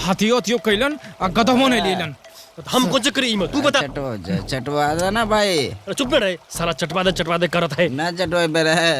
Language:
Magahi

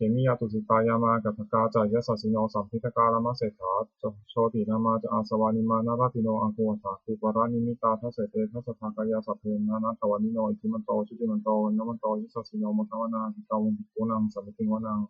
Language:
Pali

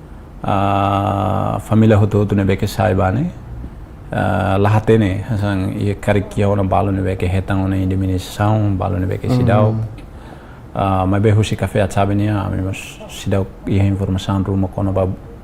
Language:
Tetum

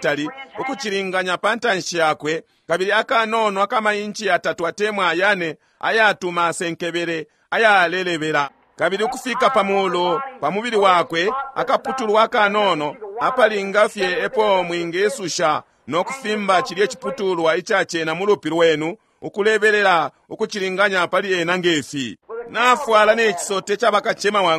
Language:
Bemba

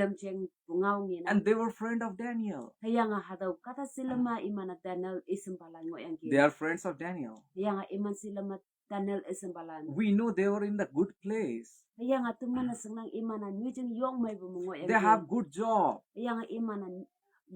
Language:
Konyak Naga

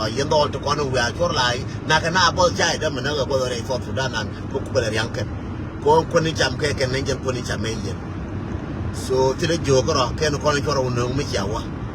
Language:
Nuer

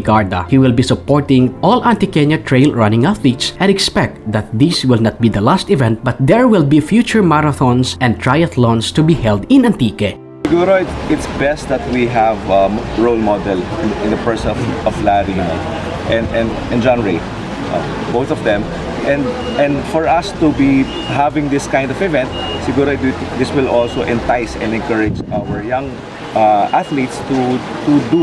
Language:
Kinaray-a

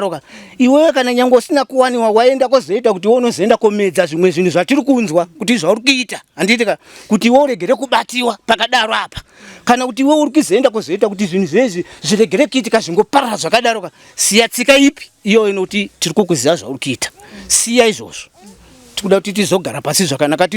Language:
Shona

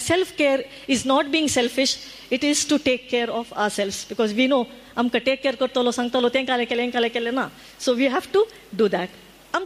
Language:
Konkani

